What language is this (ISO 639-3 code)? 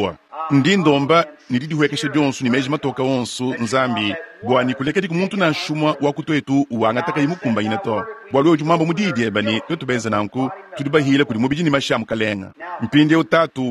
lua